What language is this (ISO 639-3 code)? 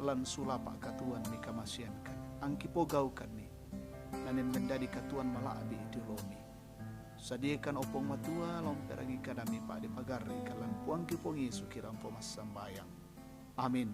sda